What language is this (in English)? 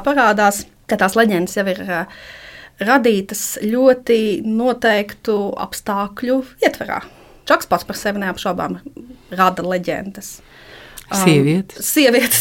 Latvian